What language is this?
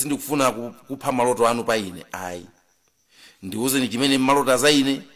Nyanja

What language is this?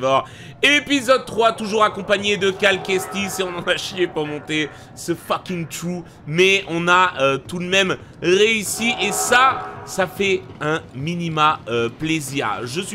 French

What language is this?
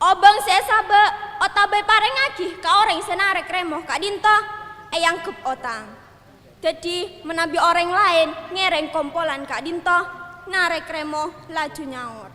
Madurese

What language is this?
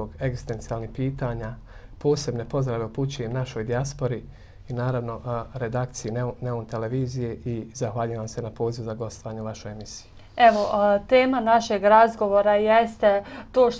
Bosnian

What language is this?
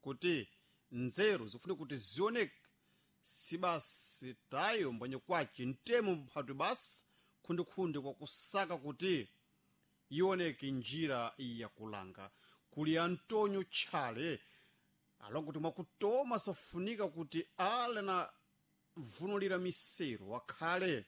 Sena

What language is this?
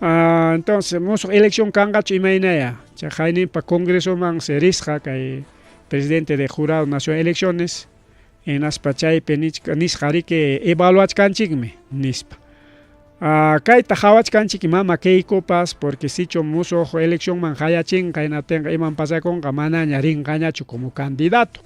Ayacucho Quechua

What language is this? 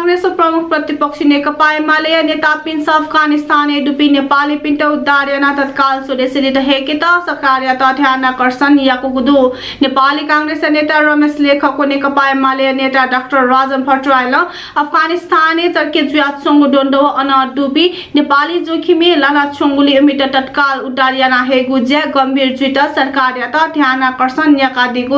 Newari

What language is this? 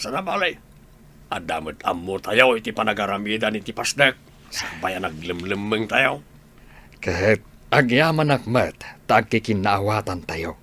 Iloko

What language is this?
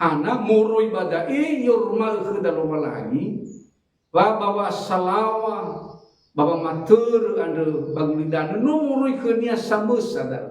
Nias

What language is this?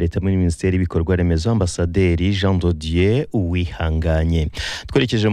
Kinyarwanda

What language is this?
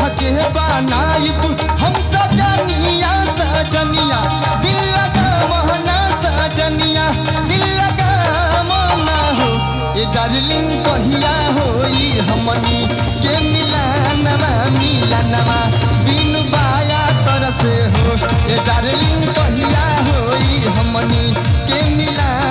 Bhojpuri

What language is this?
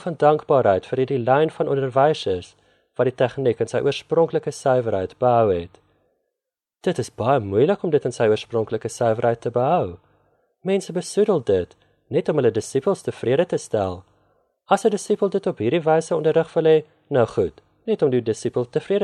Afrikaans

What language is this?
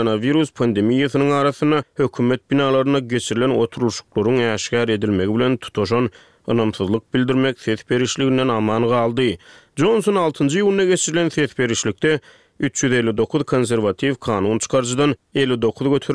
Turkmen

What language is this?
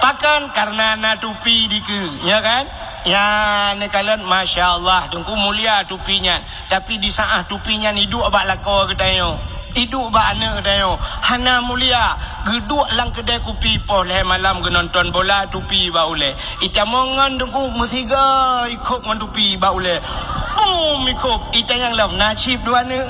Achinese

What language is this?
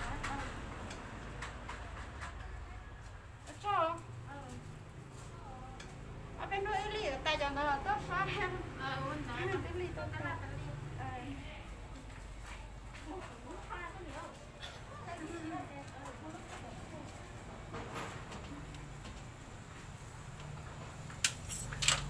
Vietnamese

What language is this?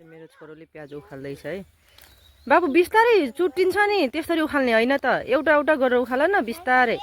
Nepali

